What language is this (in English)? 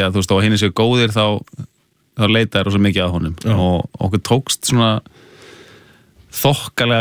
Icelandic